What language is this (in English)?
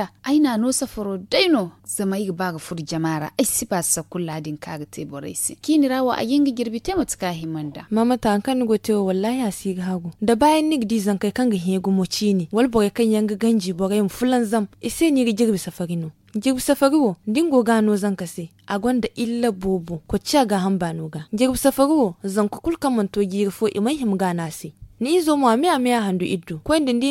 Zarma